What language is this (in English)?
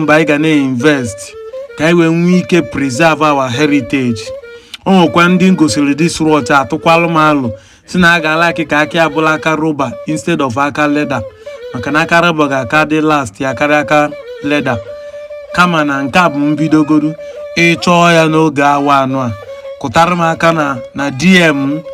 Igbo